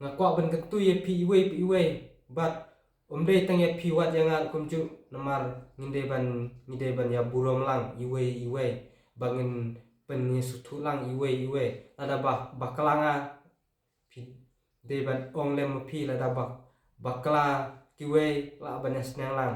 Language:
Khasi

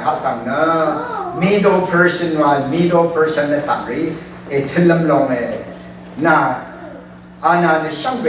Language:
Rawang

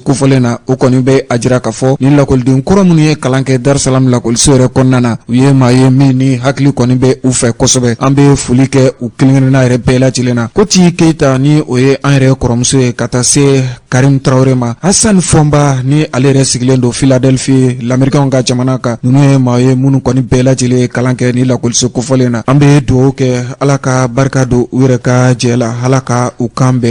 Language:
Bambara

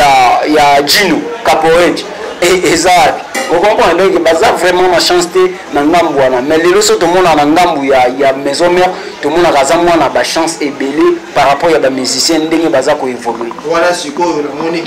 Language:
Lingala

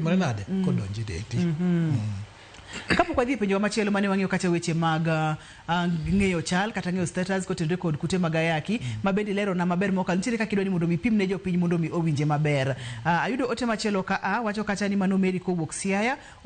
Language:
Luo (Kenya and Tanzania)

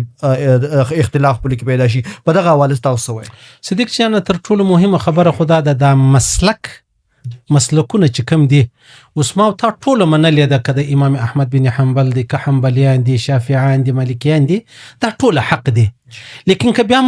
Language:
Pashto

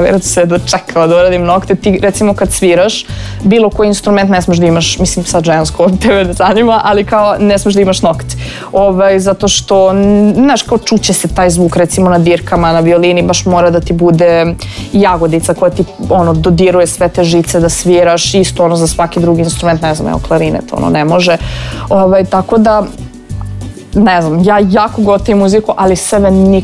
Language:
Serbian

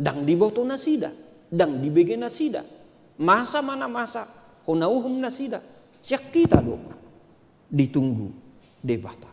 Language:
Batak Toba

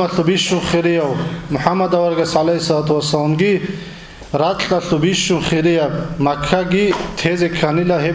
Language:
Avaric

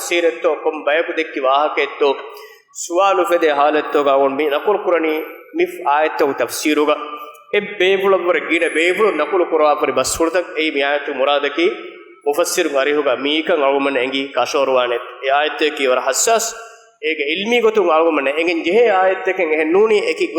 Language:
Divehi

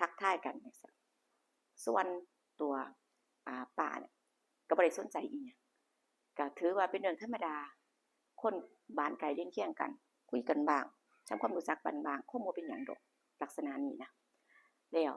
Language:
Northeastern Thai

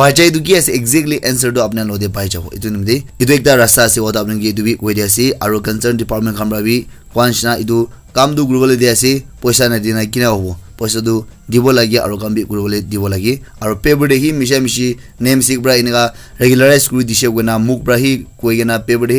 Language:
Naga Pidgin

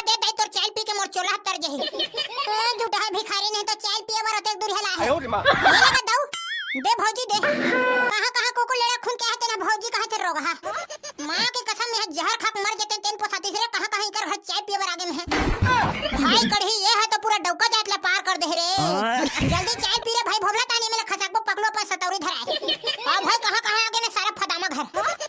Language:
Chhattisgarhi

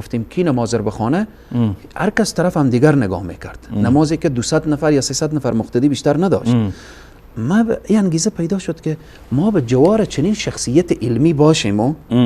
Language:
Persian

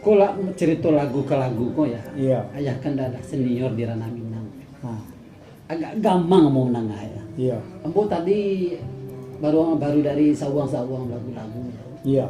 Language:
Minangkabau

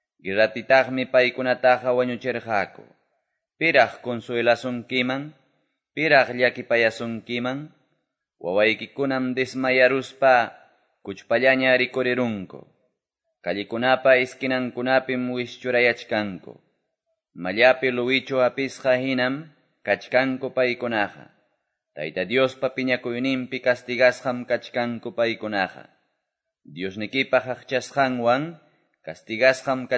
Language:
Quechua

